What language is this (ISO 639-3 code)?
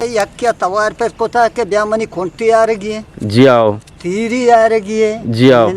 bgp